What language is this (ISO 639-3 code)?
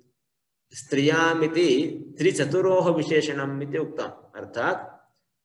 san